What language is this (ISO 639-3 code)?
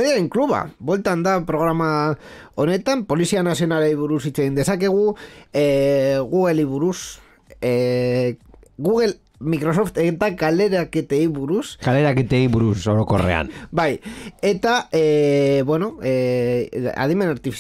eus